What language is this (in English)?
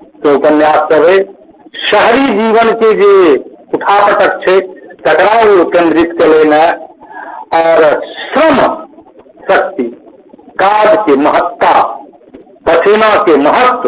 Maithili